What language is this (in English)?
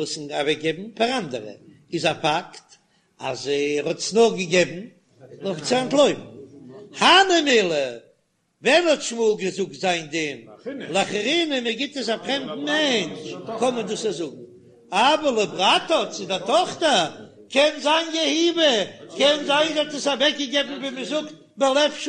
Yiddish